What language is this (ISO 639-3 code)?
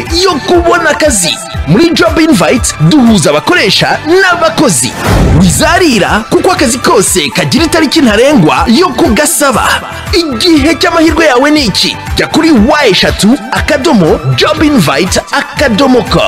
kin